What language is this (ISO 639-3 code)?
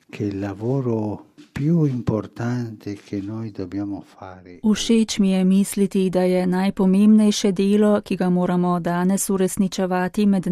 slv